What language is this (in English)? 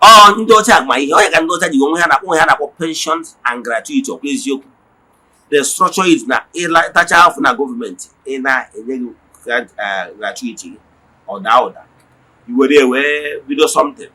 Igbo